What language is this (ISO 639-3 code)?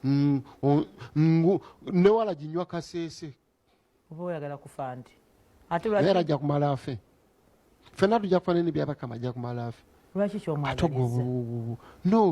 lug